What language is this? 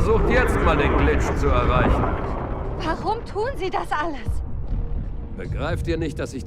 Bavarian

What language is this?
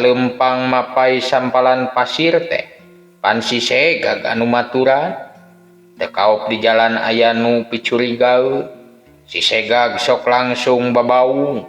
Sundanese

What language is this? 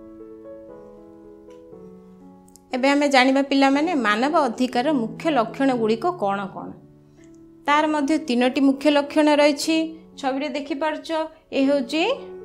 Odia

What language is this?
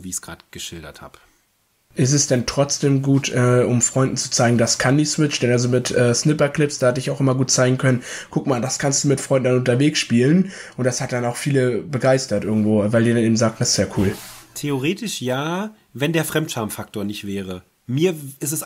German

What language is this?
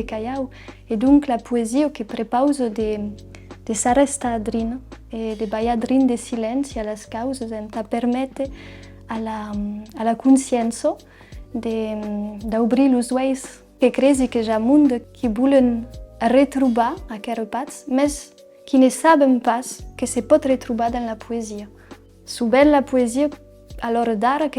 Occitan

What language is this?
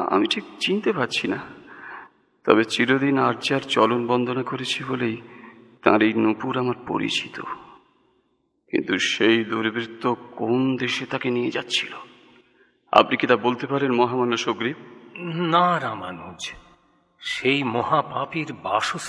Bangla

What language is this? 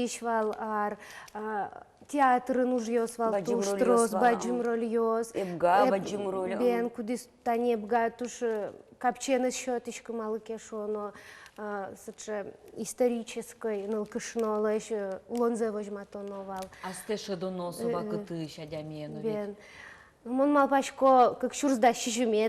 Udmurt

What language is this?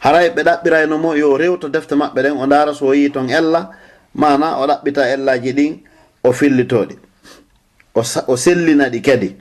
Fula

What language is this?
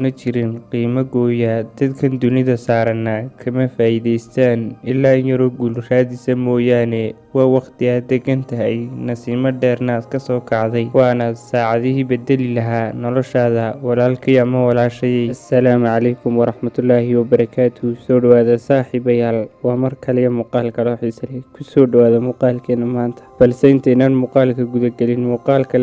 Somali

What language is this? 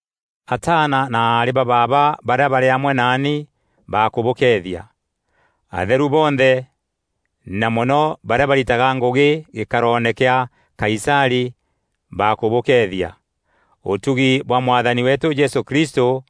Meru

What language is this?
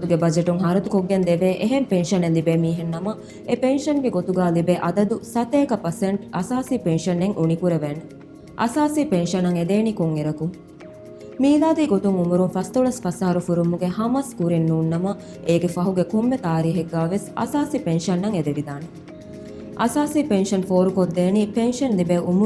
Divehi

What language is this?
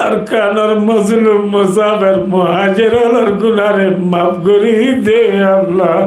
Rohingya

